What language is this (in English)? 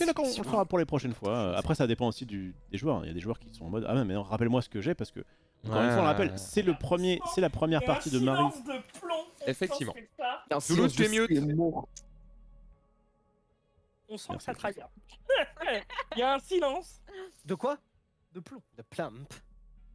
French